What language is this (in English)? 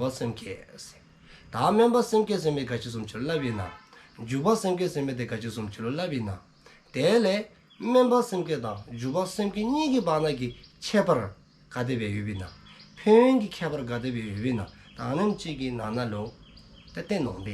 Dzongkha